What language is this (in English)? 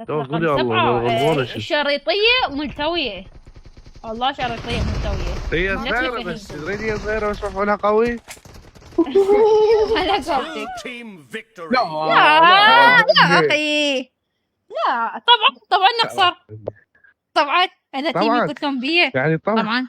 Mesopotamian Arabic